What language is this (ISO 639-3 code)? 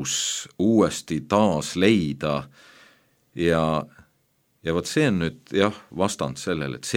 est